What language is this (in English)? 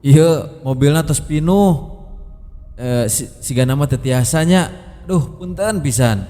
Sundanese